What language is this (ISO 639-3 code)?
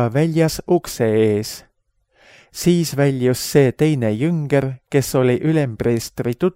est